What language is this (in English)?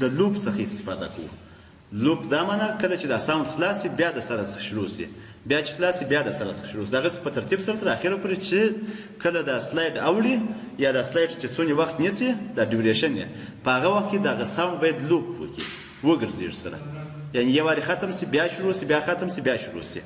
Pashto